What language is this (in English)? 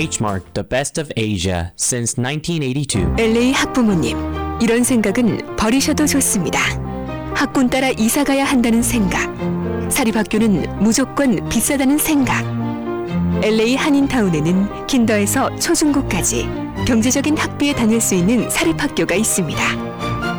Korean